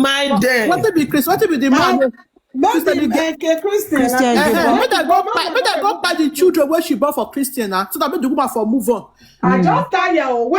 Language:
Nigerian Pidgin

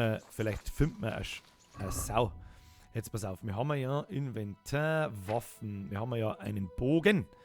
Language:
Bavarian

